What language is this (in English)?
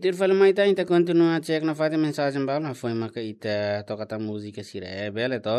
Tetum